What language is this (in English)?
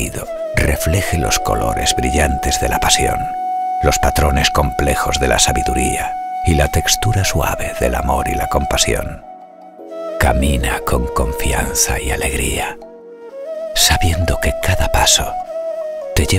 Spanish